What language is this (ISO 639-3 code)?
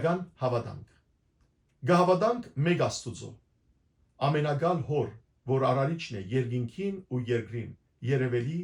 hyw